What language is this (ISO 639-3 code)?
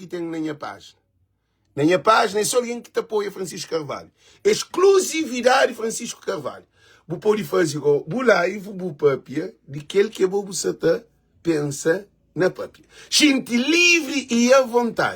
kea